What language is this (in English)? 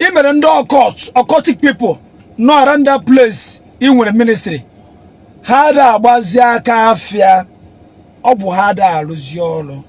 Igbo